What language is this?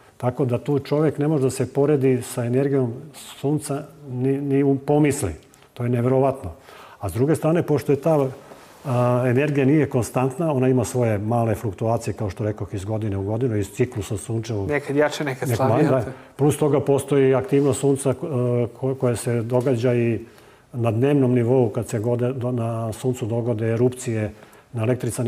Serbian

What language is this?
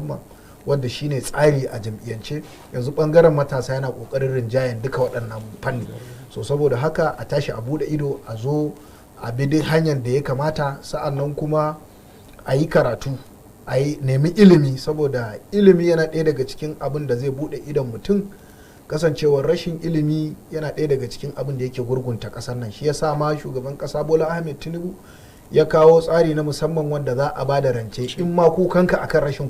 Hausa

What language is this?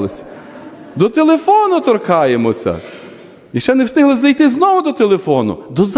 Ukrainian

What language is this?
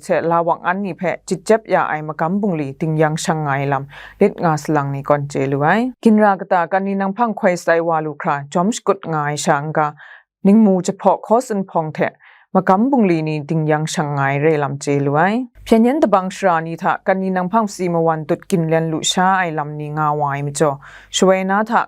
Kachin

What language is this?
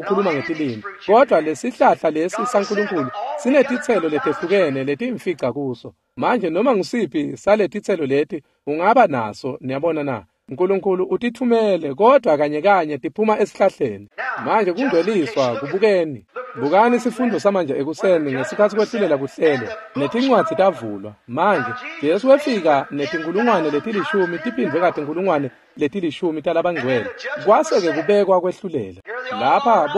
Swati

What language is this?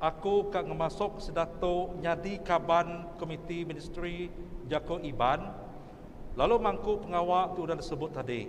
Iban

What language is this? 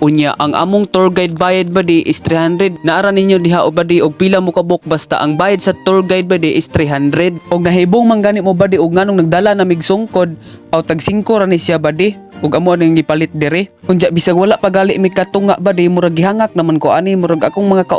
Cebuano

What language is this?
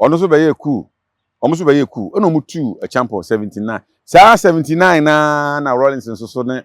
Akan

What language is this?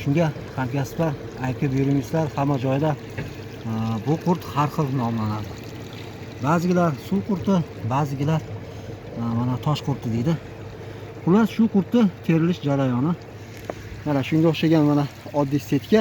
Uzbek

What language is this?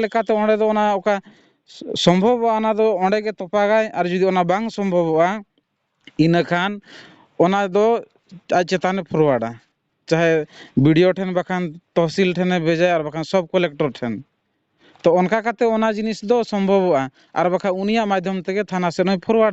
Santali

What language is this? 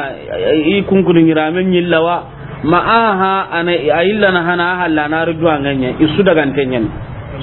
Soninke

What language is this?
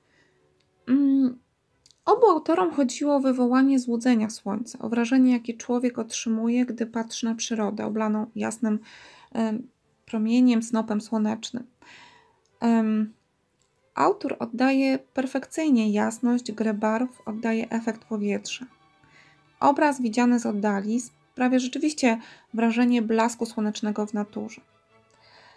Polish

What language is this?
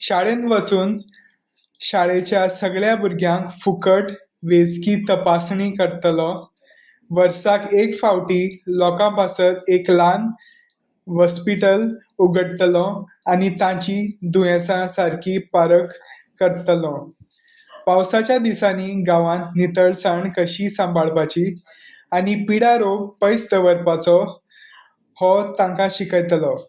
Konkani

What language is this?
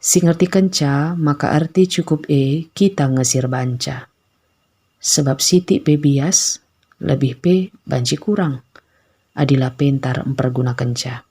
Batak Karo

